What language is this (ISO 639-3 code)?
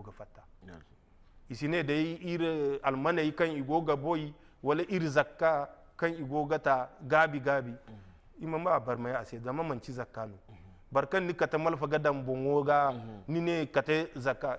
dje